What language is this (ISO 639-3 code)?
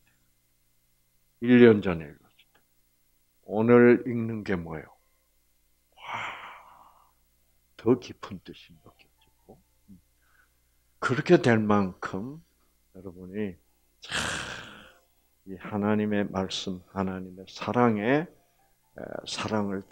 kor